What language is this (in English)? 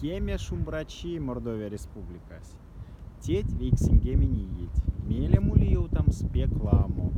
Erzya